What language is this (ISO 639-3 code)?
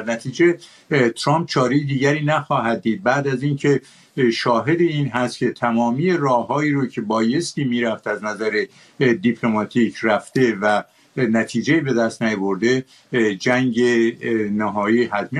fas